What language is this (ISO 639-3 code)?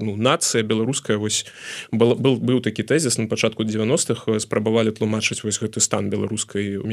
bel